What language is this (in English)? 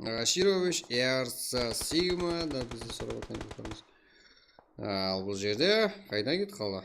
Kara-Kalpak